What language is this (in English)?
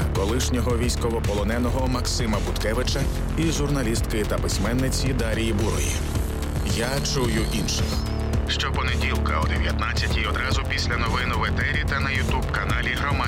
Ukrainian